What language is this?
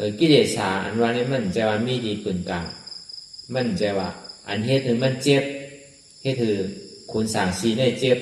Shan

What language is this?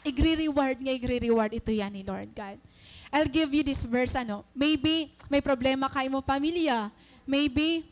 Waray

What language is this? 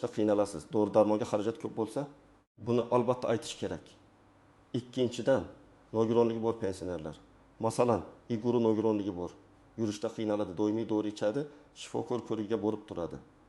Uzbek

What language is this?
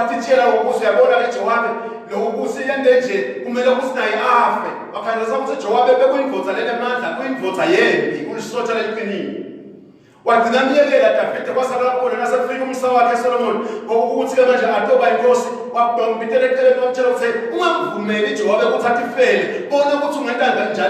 Swati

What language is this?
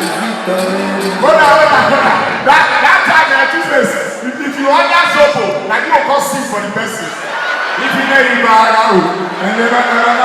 Nigerian Pidgin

